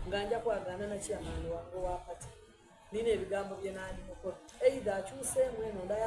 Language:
Soga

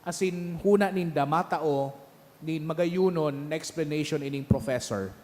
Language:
Bikol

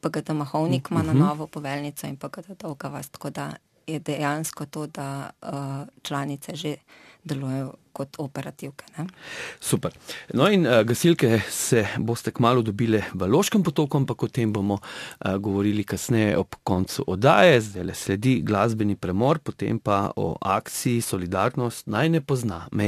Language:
Slovenian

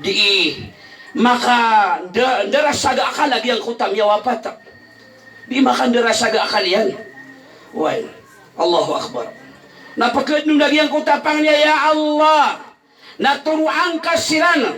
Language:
Maranao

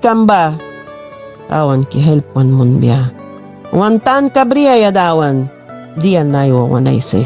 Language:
Mískito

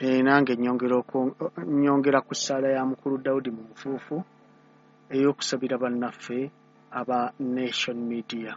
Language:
Ganda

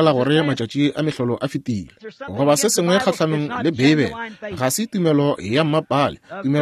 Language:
Northern Sotho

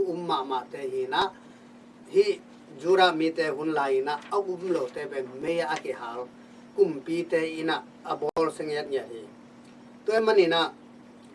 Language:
Tedim Chin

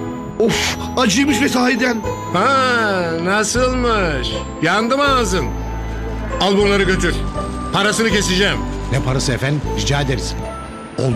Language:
Turkish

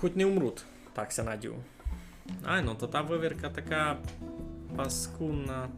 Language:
Rusyn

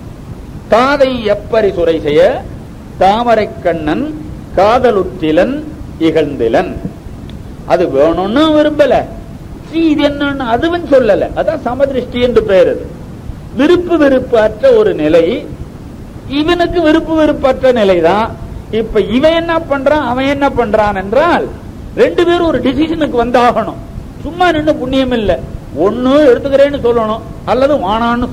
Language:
Tamil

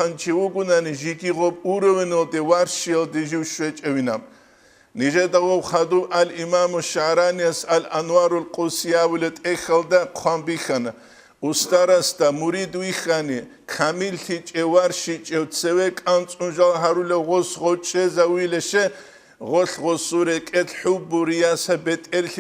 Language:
Avaric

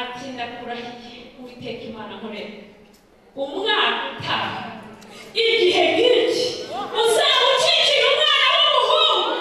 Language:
Kinyarwanda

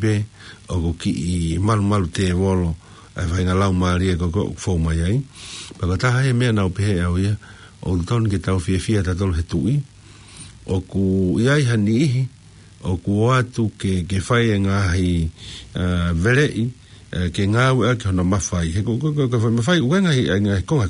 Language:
Tongan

